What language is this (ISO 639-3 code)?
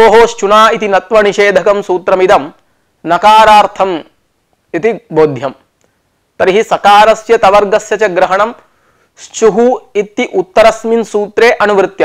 san